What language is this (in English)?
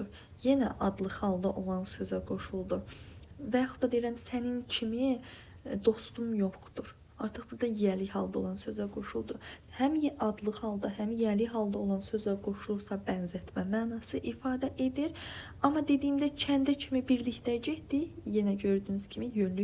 Azerbaijani